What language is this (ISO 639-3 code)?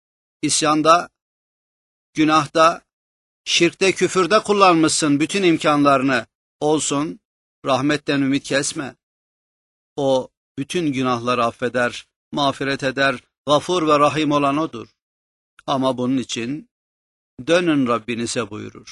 tur